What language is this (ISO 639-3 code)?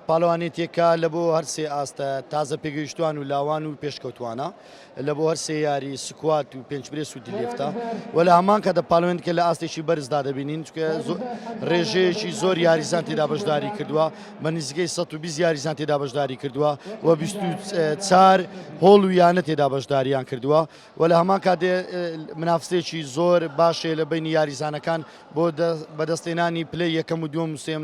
ckb